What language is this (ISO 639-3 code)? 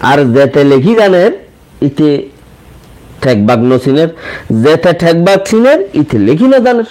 rhg